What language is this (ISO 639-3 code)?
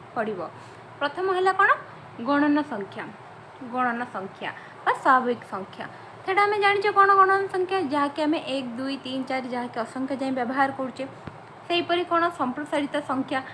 ori